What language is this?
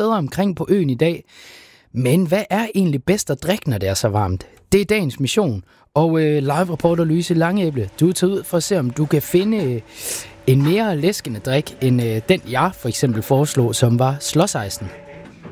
Danish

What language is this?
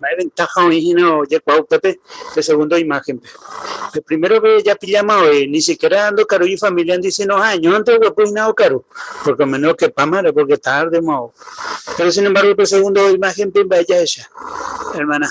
Guarani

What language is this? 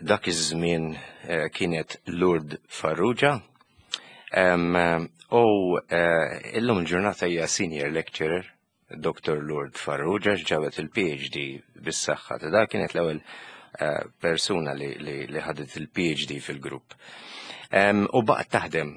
Maltese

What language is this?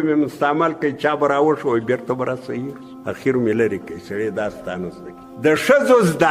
Pashto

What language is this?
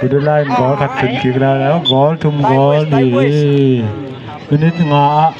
Tedim Chin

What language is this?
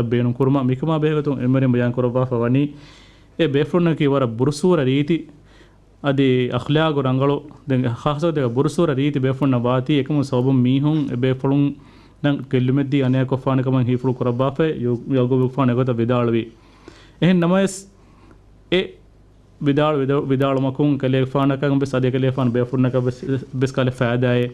Divehi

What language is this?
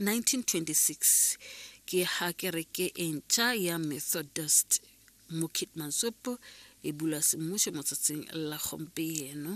Tswana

